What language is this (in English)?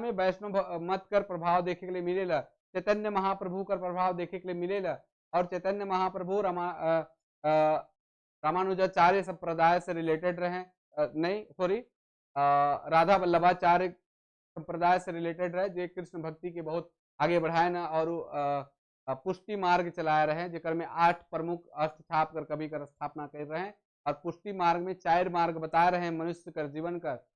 Sadri